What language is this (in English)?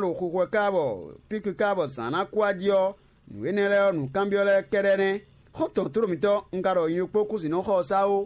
Fon